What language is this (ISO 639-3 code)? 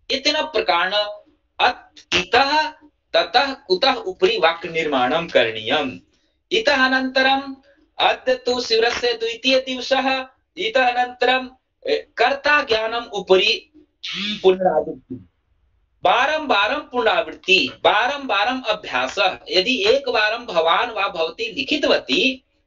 san